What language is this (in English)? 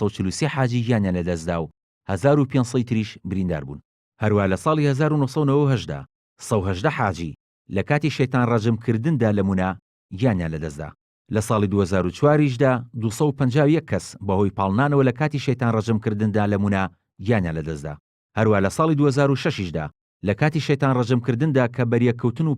Central Kurdish